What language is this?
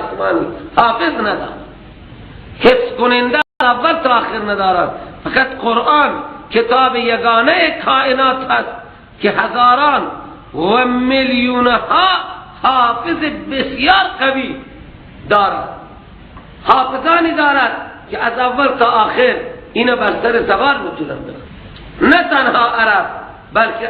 Persian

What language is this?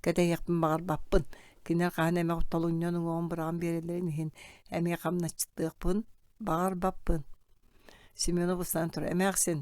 Yakut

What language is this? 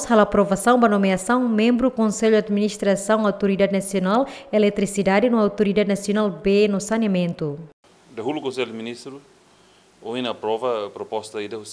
Tetum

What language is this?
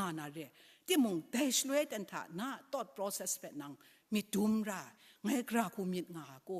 Kachin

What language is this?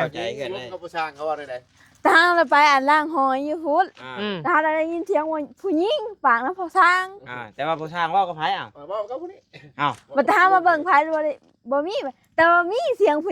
Northeastern Thai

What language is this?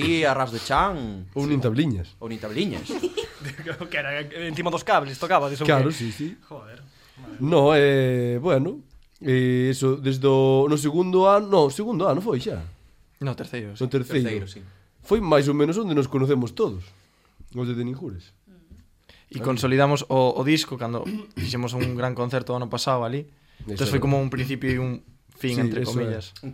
Galician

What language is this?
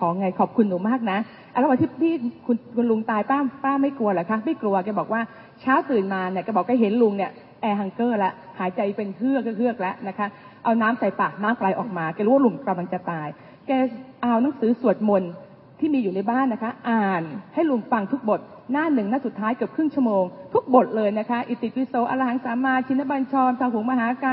Thai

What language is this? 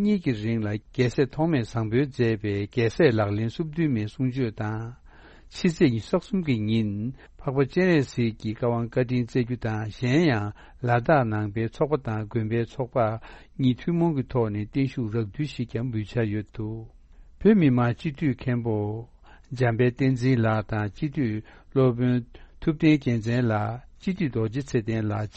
Tibetan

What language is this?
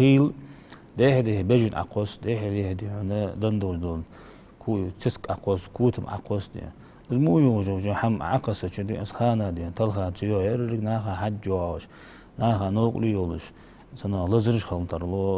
Ingush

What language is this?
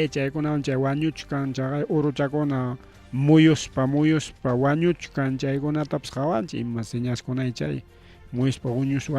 Ayacucho Quechua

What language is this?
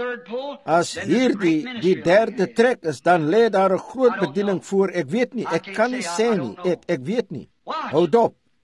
Afrikaans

